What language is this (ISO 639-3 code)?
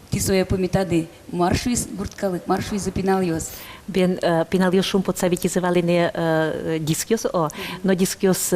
udm